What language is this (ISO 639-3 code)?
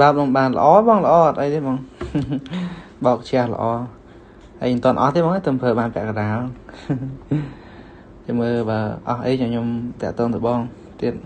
khm